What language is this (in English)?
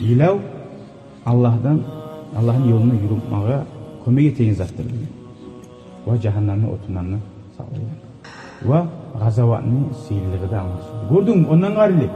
Kumyk